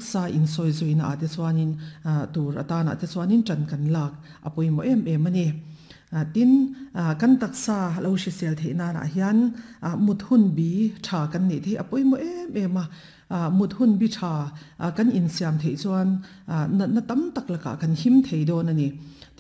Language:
Mizo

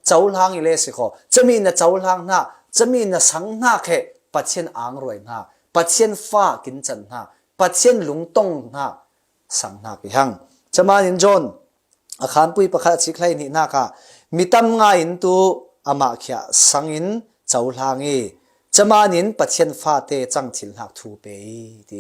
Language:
Falam Chin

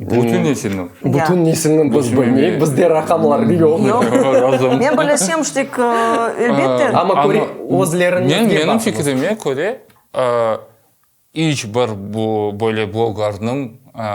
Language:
Crimean Tatar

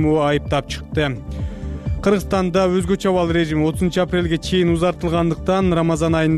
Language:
Kyrgyz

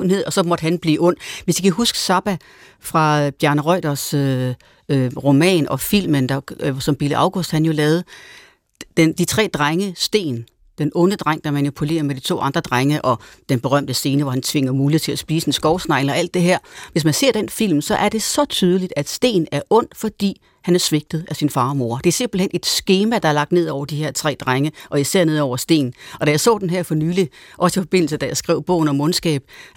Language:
Danish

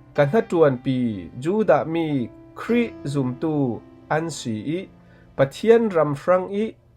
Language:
Falam Chin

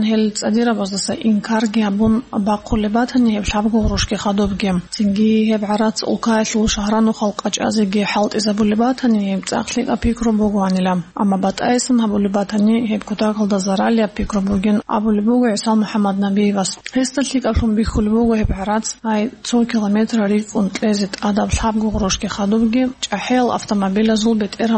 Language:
Avaric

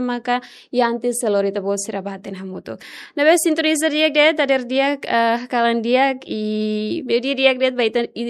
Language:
Tetum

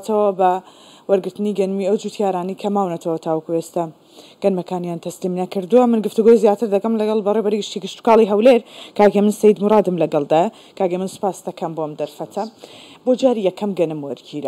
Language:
Central Kurdish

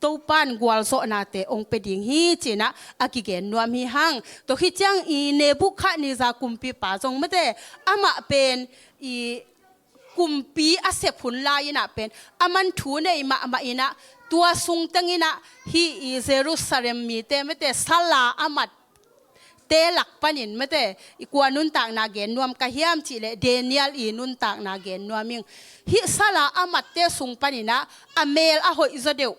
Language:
Tedim Chin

